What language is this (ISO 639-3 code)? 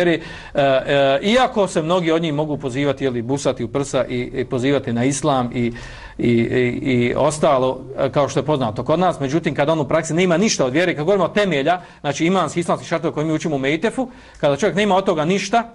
bos